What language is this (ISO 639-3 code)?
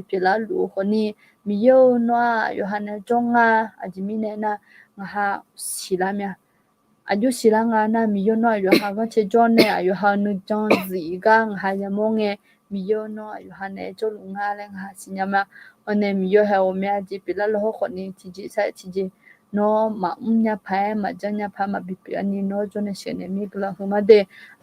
ahk